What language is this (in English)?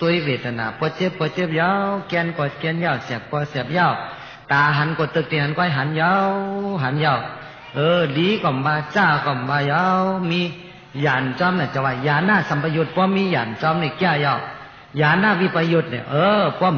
Shan